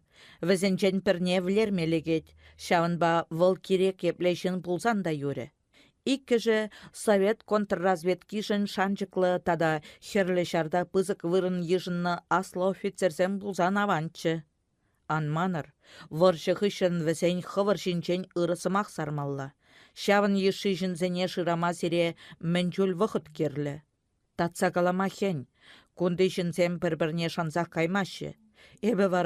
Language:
Chuvash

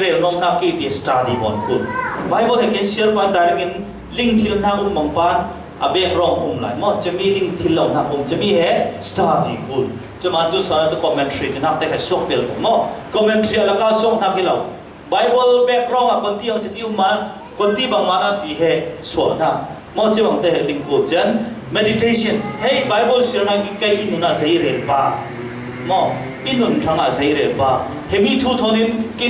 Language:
Falam Chin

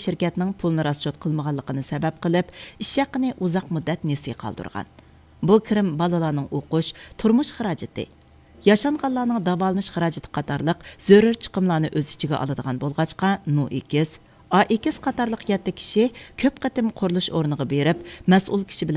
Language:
Uyghur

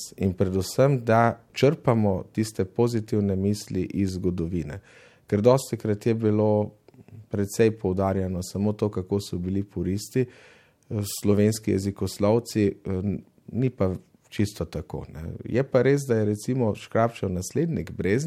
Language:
Slovenian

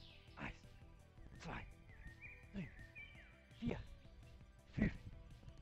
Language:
Swiss German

